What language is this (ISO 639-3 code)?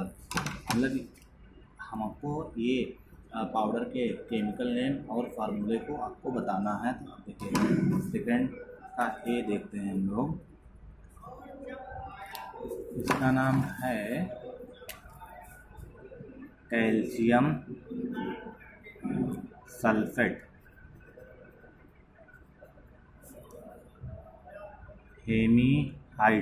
hin